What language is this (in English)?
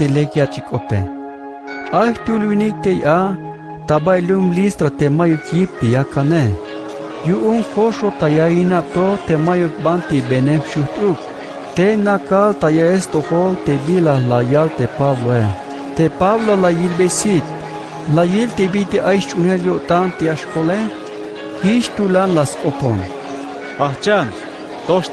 Tzeltal